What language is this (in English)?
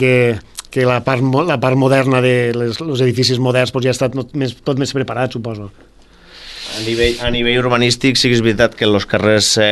Catalan